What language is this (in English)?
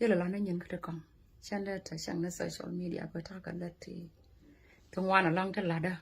Nuer